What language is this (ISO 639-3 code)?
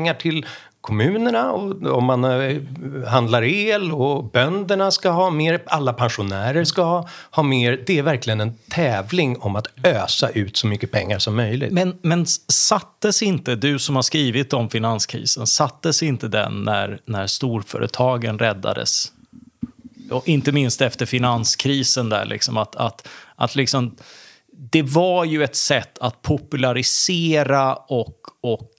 swe